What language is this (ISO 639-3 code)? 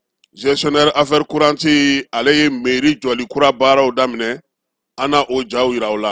bam